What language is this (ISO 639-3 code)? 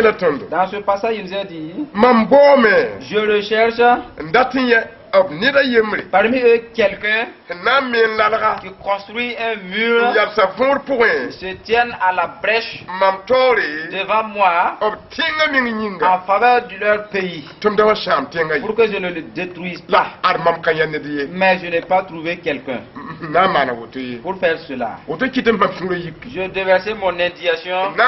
mos